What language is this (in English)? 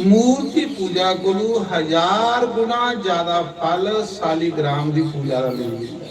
Dogri